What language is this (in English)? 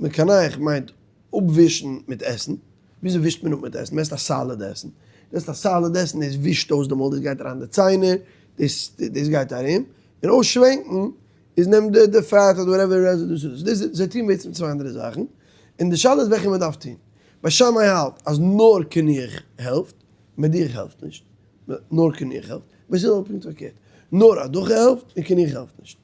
Yiddish